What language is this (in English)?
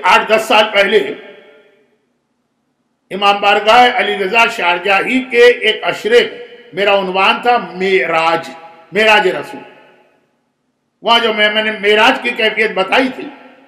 Urdu